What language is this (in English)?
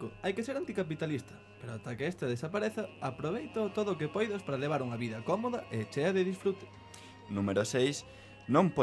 Galician